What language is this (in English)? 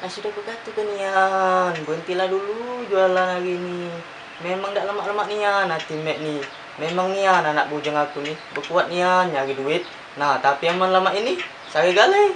Musi